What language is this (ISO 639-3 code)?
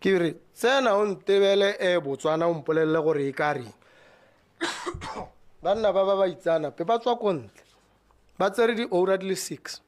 tsn